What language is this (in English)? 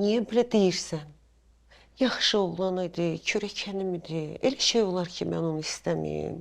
Azerbaijani